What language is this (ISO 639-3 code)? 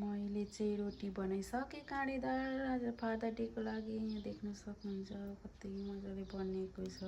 nep